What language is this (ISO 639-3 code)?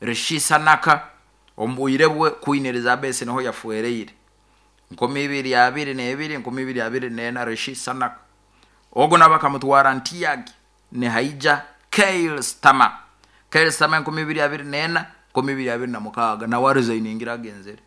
nyn